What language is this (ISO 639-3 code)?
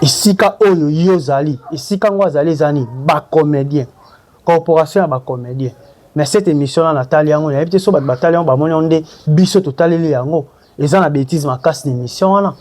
lin